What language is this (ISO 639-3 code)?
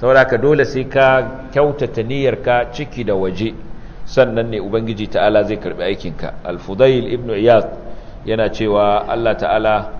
hau